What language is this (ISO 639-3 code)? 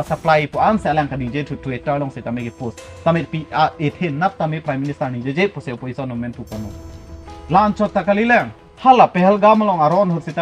mjw